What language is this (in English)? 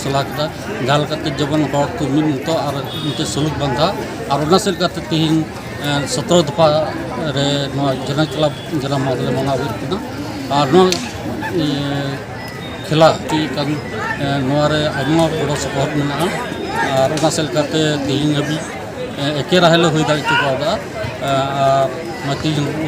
Santali